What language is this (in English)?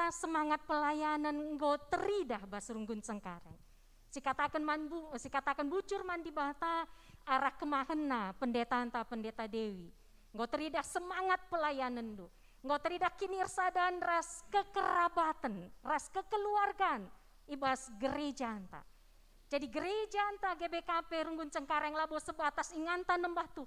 Batak Karo